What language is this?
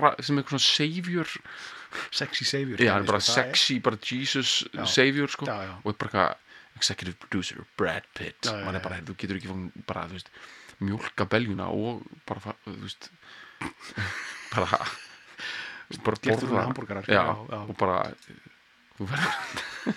Icelandic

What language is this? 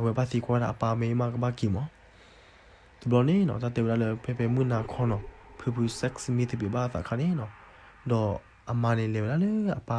S'gaw Karen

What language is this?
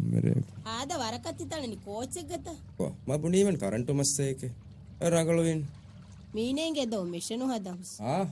Divehi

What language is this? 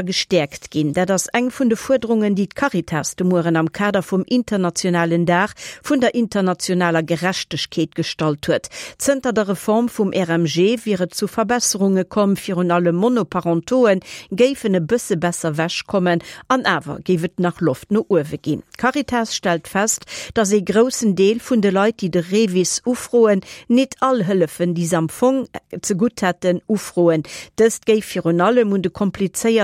Luxembourgish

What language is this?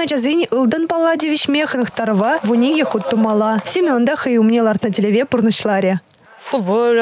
Chuvash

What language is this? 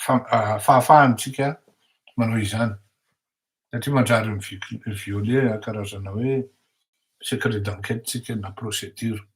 Malagasy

